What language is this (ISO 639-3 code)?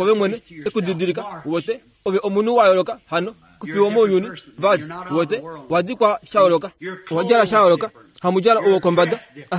kua